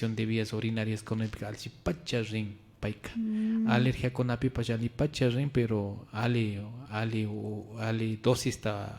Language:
Imbabura Highland Quichua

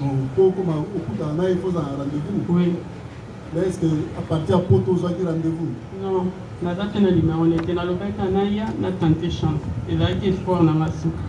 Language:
Lingala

